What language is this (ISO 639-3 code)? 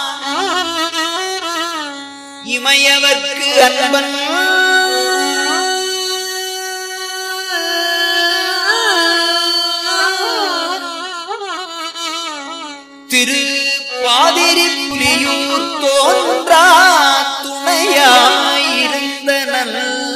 tam